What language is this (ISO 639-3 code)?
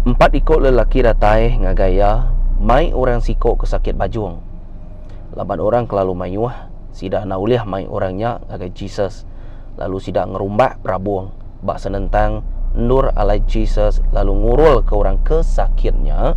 iba